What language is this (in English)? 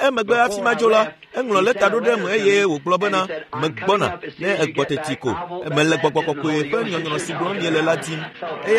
Ewe